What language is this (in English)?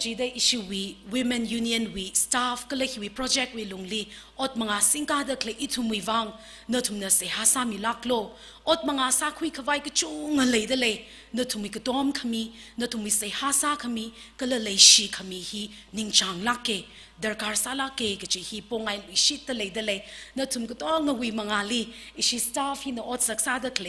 Tangkhul Naga (India)